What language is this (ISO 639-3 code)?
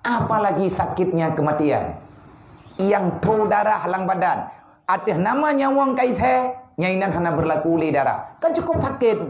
ace